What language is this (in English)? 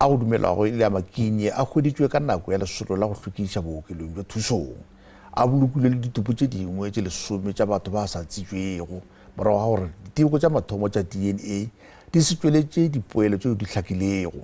Northern Sotho